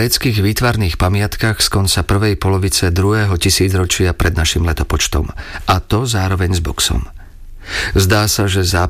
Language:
Slovak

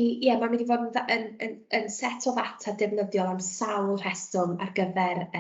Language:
Welsh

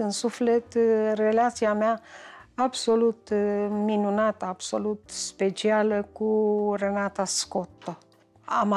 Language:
Romanian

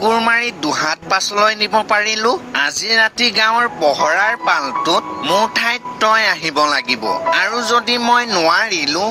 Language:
Assamese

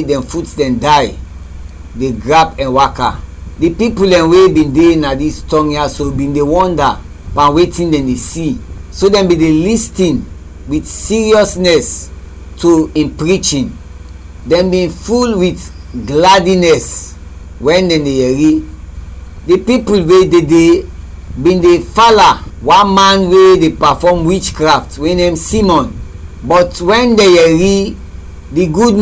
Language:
Krio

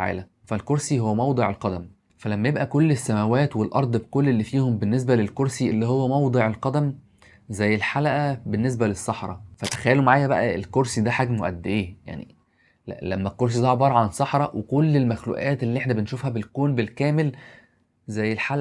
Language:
Egyptian Arabic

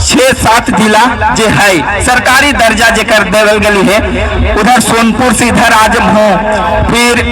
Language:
Magahi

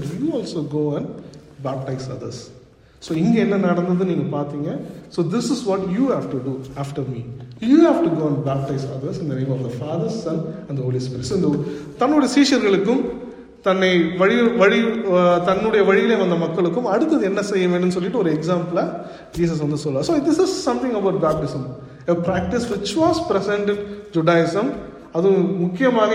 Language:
Tamil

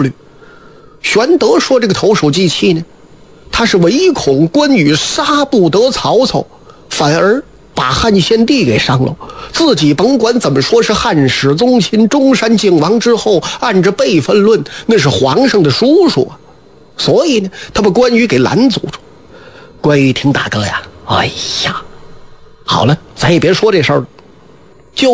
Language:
Chinese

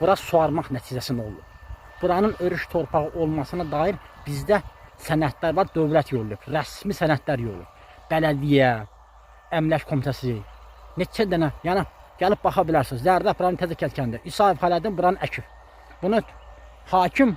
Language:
Azerbaijani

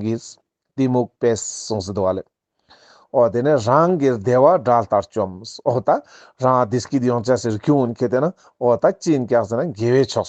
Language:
Ladakhi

